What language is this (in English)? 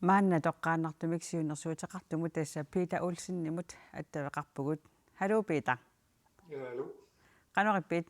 Kalaallisut